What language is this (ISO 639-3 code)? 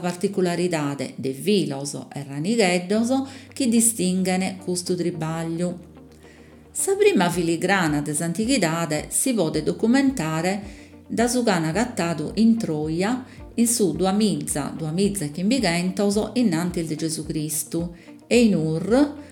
srd